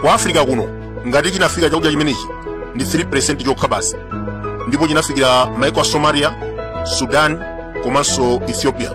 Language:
Nyanja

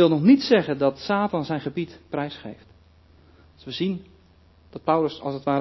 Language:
Dutch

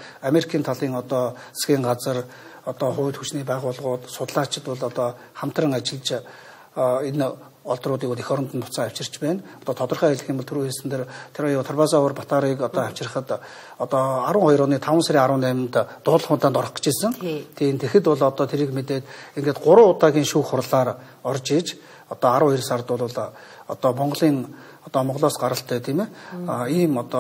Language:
Mongolian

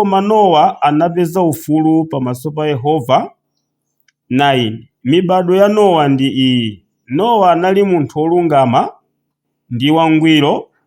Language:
Nyanja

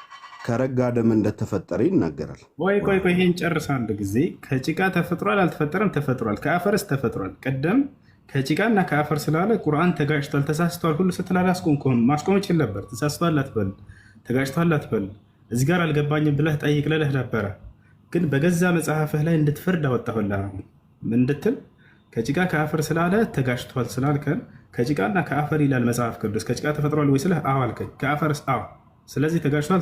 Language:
Amharic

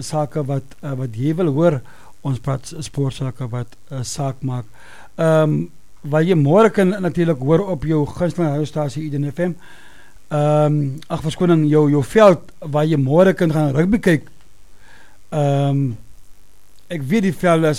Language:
Afrikaans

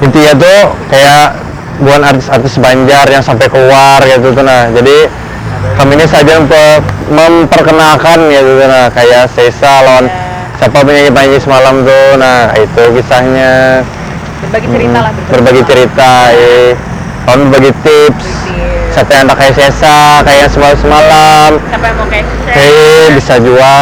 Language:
Banjar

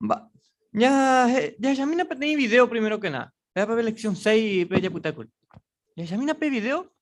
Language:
Guarani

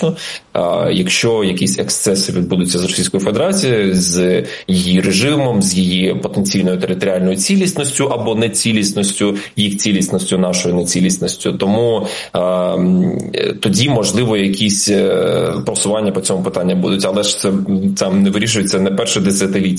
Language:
Ukrainian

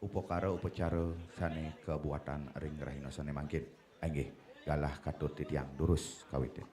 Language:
Balinese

